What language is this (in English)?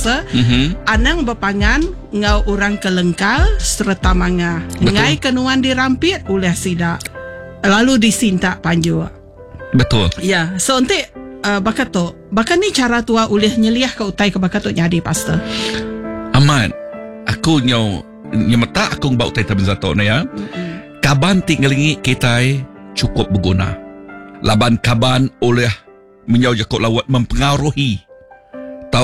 Iban